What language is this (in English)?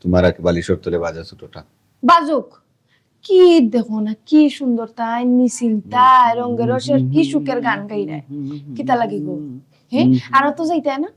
Sylheti